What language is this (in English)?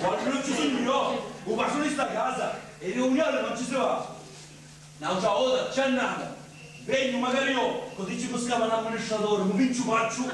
Sicilian